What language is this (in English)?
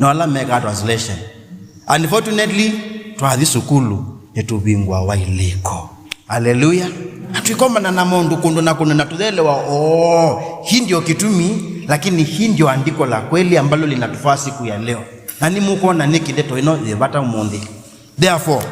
Kamba